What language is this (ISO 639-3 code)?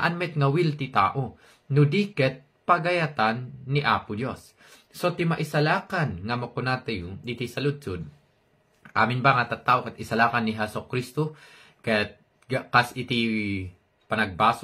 ilo